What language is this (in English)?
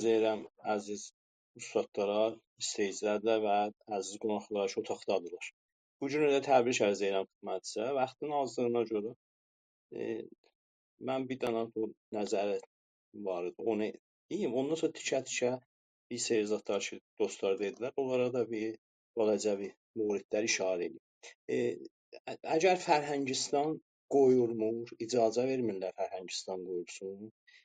South Azerbaijani